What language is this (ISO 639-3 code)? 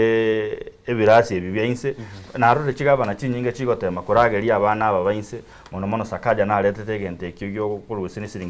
guz